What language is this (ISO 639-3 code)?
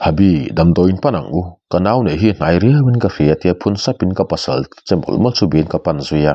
lus